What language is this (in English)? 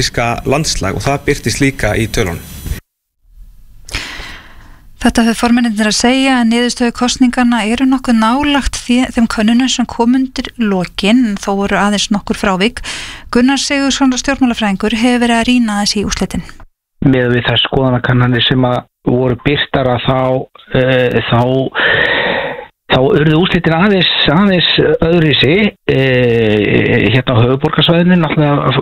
Icelandic